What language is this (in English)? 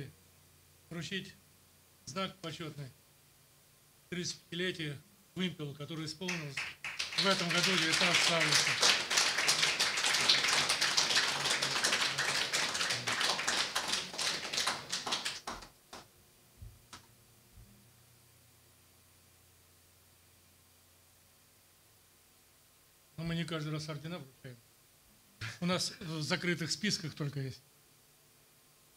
Russian